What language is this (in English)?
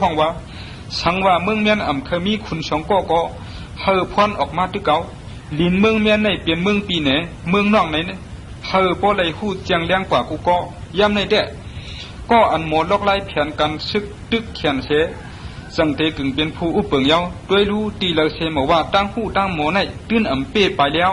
Shan